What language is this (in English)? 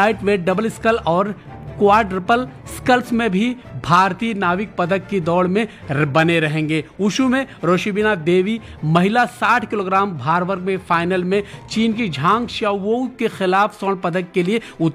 Hindi